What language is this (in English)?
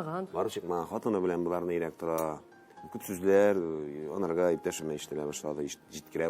Tatar